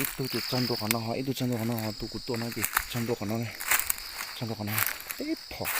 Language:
Hmong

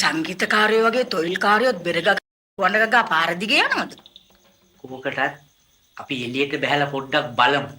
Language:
Sinhala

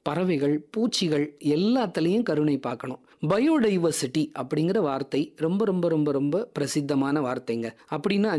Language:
Tamil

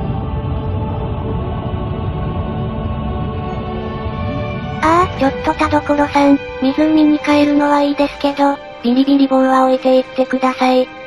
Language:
Japanese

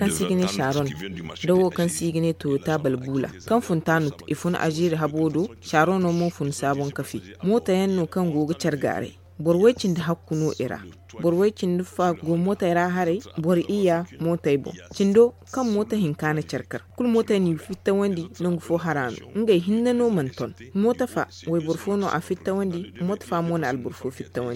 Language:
Zarma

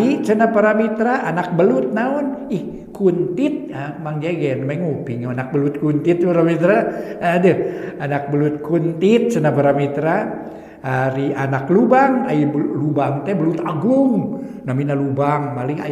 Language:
Sundanese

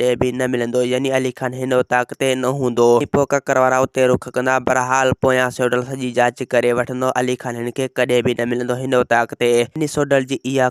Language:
Sindhi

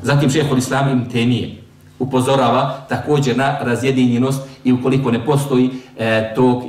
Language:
Bosnian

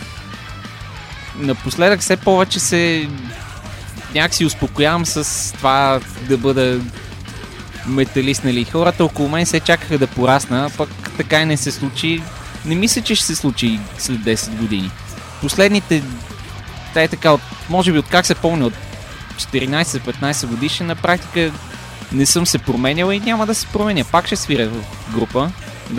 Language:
Bulgarian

